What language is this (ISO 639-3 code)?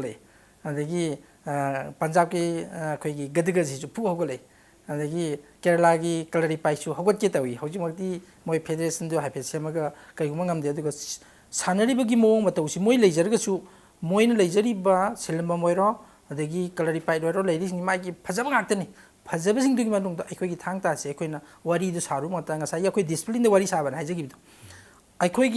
mni